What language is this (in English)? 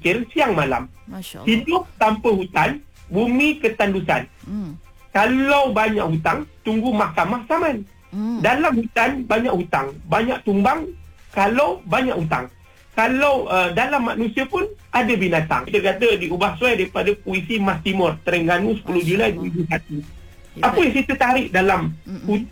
Malay